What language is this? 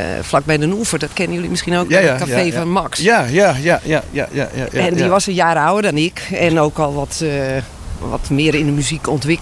Dutch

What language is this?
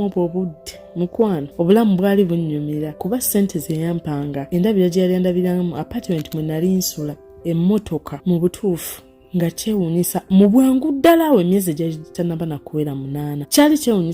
Ganda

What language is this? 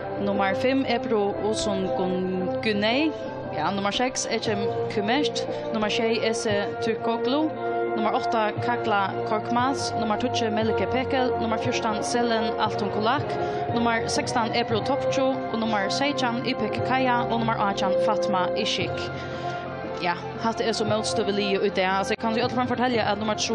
Faroese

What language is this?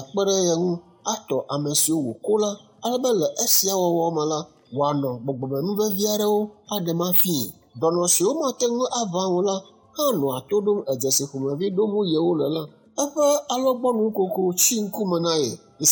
Ewe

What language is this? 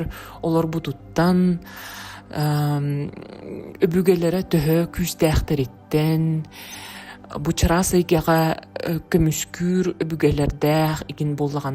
Yakut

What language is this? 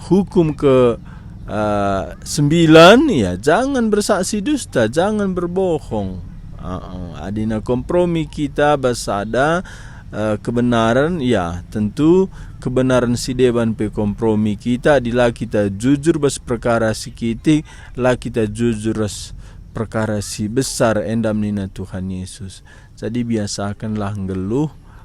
Batak Karo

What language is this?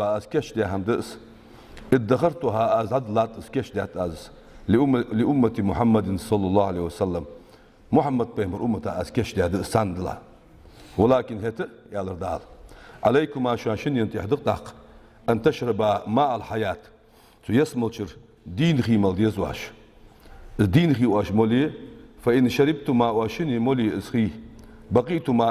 Ingush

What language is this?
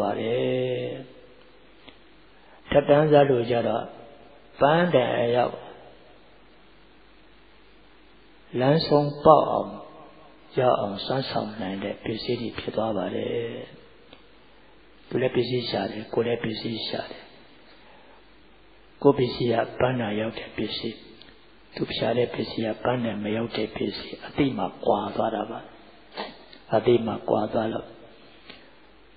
Burmese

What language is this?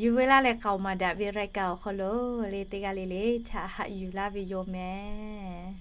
Lahu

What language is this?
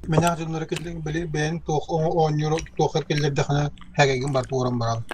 Yakut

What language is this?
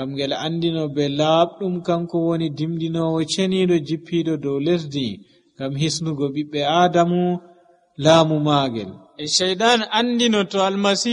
Nigerian Fulfulde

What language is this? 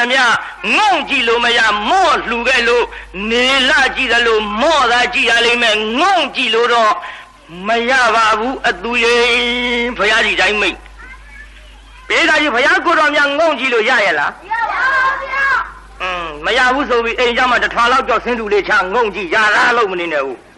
Burmese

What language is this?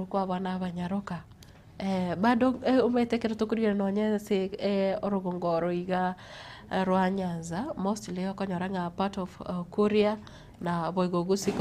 Gusii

